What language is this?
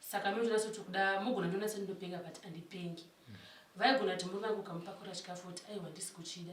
Shona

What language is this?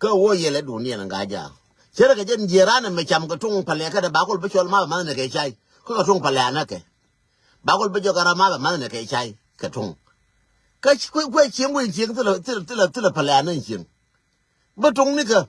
Nuer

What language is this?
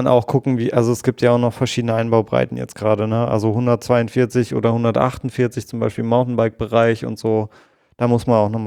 German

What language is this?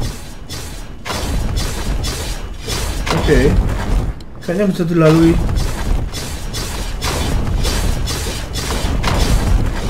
Indonesian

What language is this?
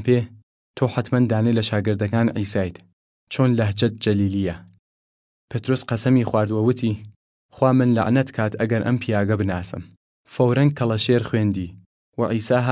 Southern Kurdish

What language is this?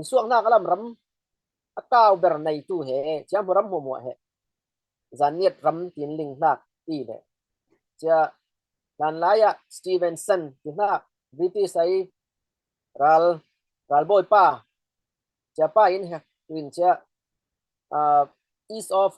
Falam Chin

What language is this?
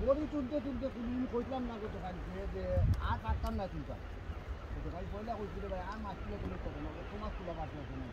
Sylheti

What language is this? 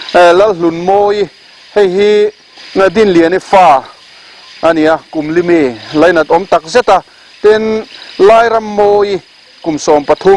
Mizo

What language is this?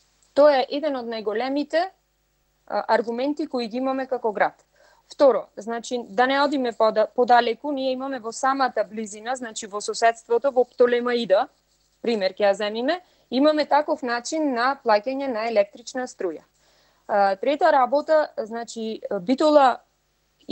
Macedonian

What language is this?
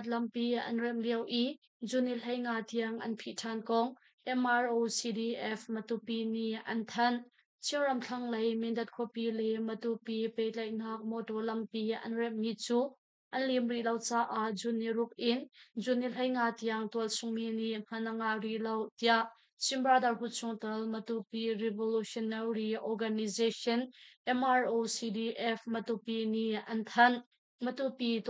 Hakha Chin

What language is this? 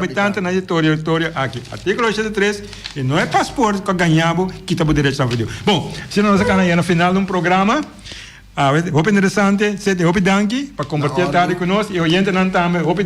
Papiamento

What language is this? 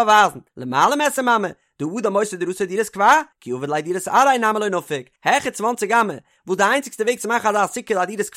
Yiddish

